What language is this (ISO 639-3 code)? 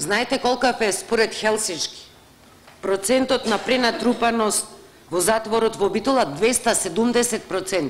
mkd